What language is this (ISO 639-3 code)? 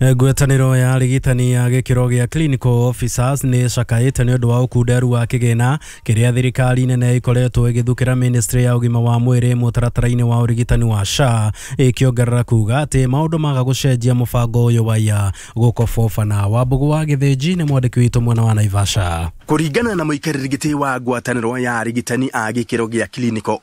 kik